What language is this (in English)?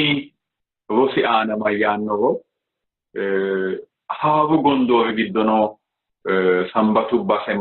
Sidamo